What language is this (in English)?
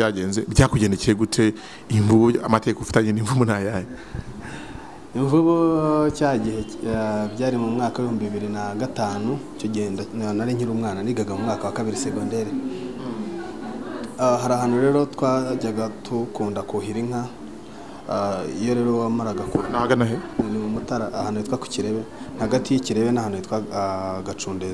Kinyarwanda